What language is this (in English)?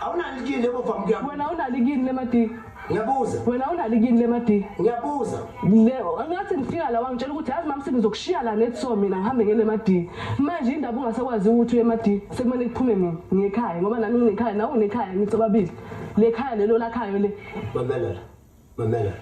Zulu